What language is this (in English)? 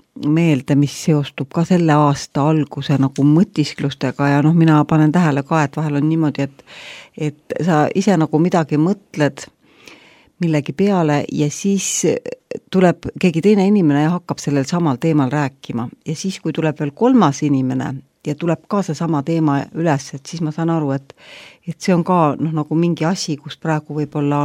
Estonian